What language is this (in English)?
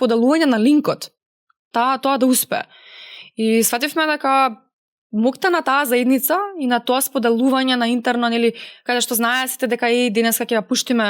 Macedonian